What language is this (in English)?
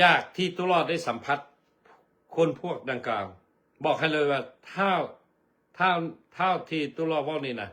Lao